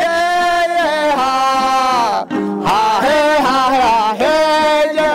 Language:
Kafa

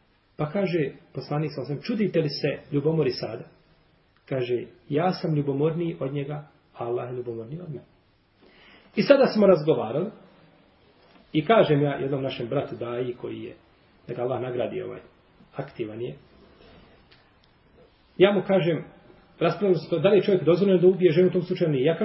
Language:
Bosnian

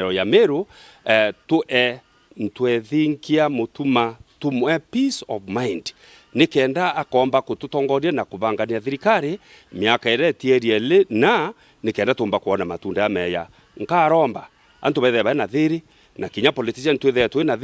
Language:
Meru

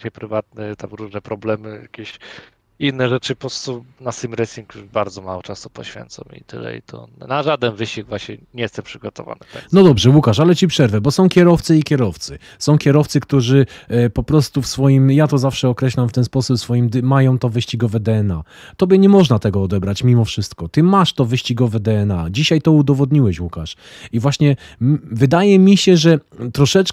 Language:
Polish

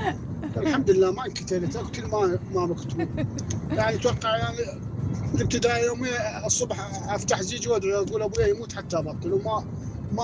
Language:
Mesopotamian Arabic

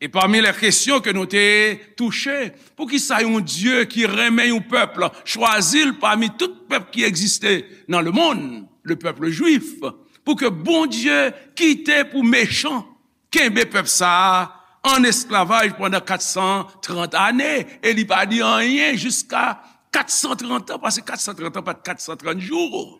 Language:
Haitian Creole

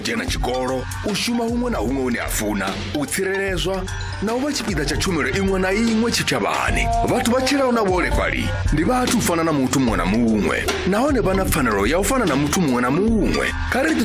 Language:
Venda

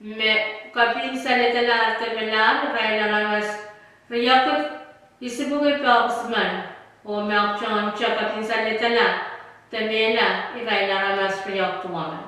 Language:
Pohnpeian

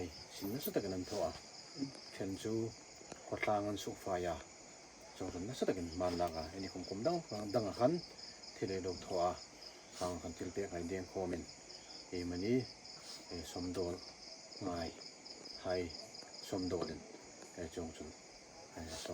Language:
Hmar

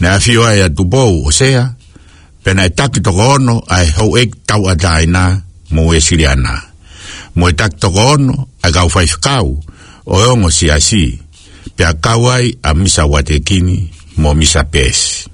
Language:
Tongan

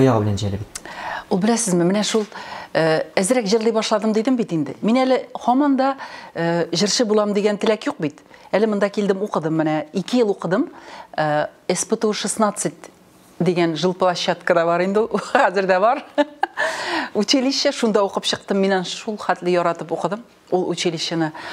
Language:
Tatar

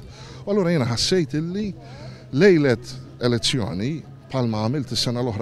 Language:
Maltese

